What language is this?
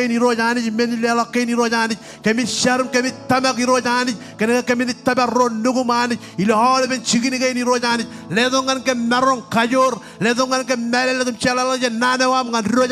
Marshallese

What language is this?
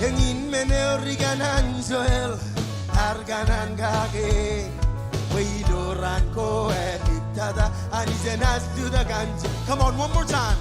Marshallese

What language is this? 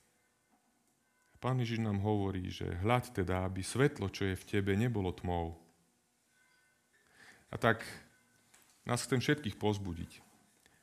Slovak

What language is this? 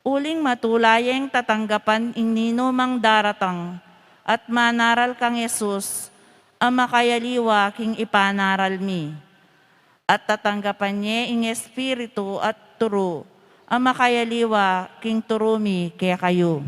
Pampanga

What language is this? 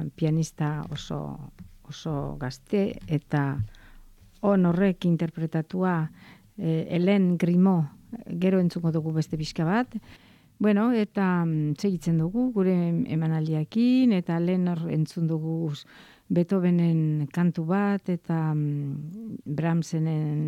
Basque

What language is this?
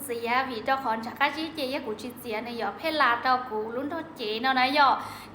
Hmong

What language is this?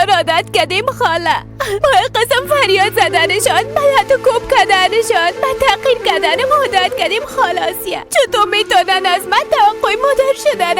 Persian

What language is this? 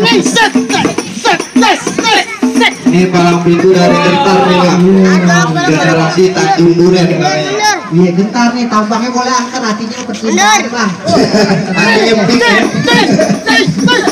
Betawi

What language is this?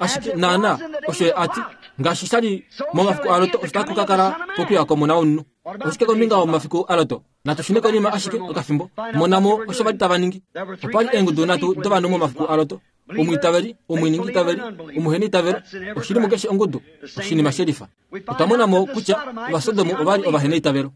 Kuanyama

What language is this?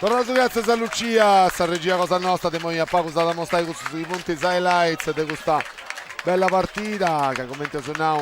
Sardinian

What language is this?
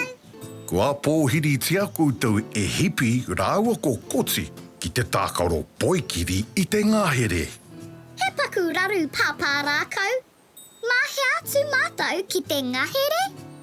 Māori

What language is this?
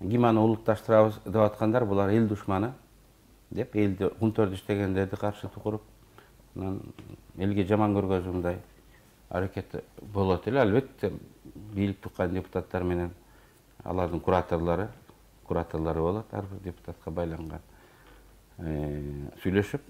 Kyrgyz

